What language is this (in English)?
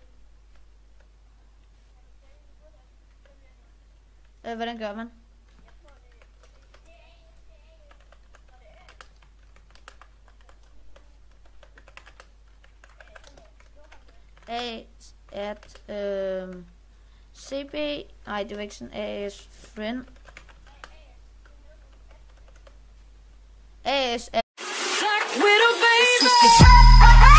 Danish